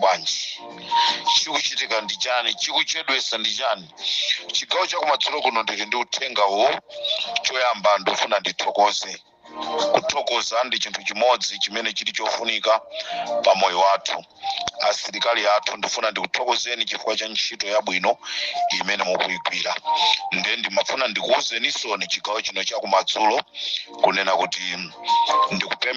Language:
Nyanja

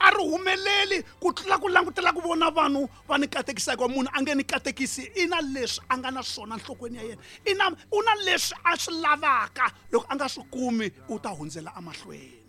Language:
Tsonga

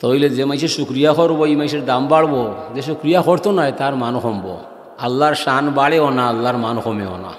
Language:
Sylheti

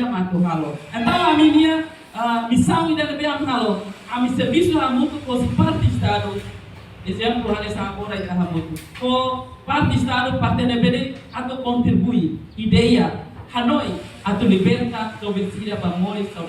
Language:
Tetum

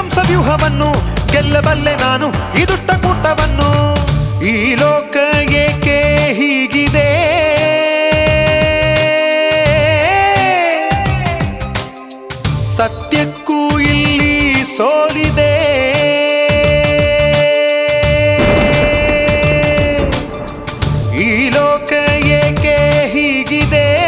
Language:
Kannada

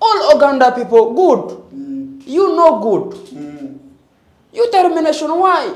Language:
Ganda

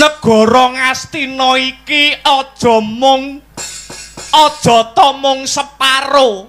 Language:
Javanese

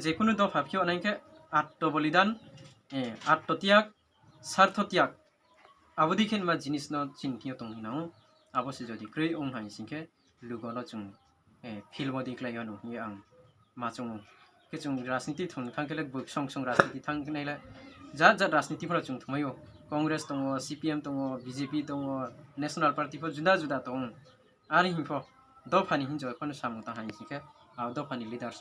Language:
Riang (India)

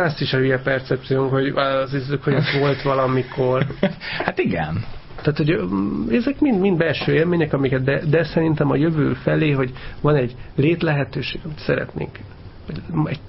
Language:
Hungarian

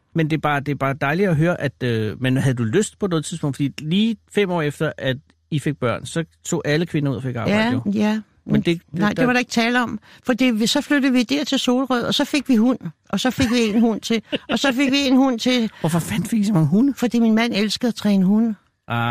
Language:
Danish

